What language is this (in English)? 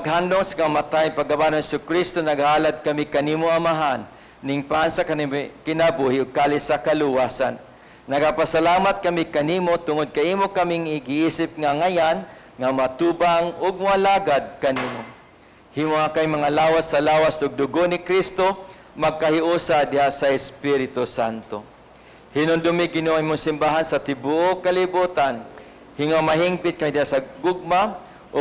Cebuano